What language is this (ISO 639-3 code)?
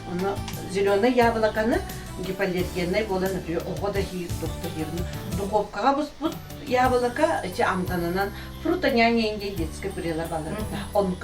sah